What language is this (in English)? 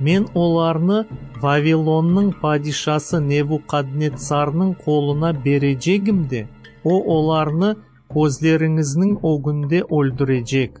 Crimean Tatar